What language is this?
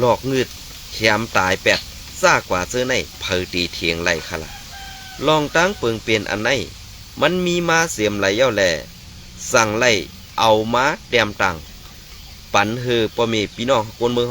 Shan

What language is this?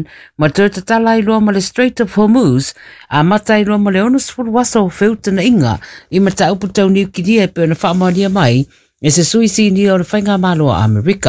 Samoan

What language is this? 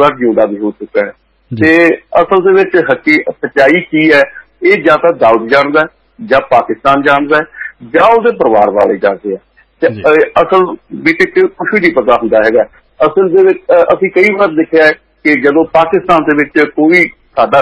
Punjabi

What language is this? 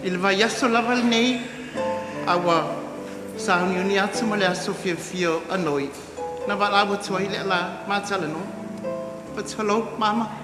Samoan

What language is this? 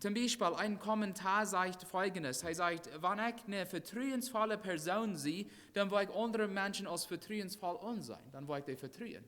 Plautdietsch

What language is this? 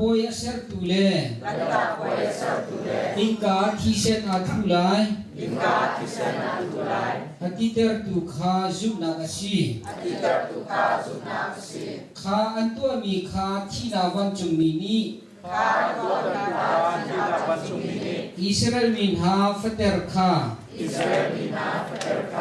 Hakha Chin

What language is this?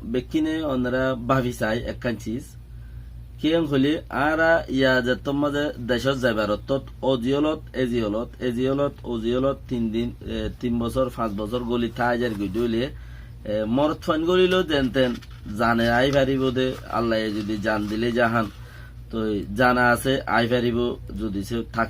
Rohingya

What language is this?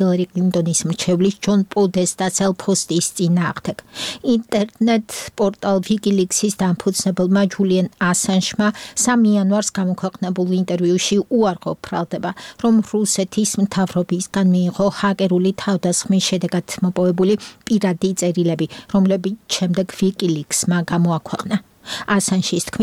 Georgian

